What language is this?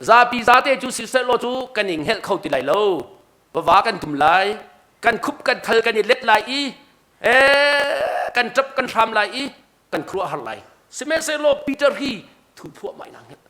Hakha Chin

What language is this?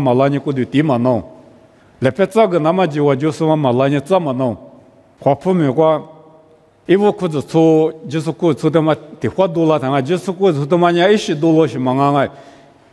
Lisu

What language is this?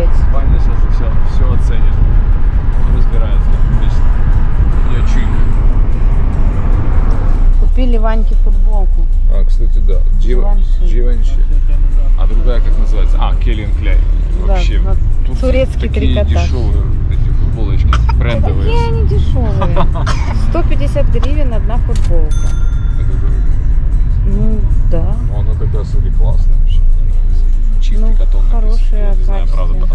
Russian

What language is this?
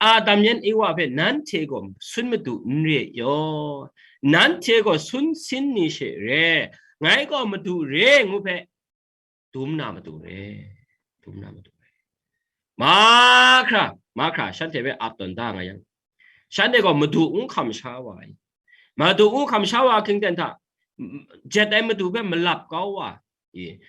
Kachin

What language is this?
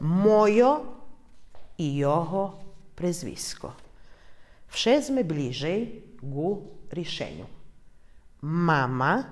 Rusyn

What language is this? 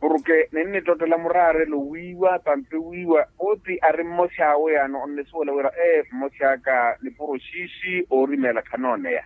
Makhuwa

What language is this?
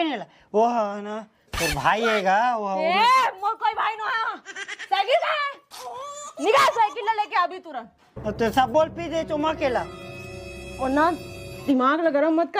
Chhattisgarhi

